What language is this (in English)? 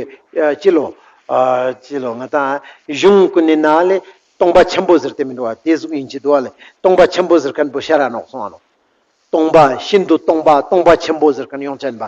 Ladakhi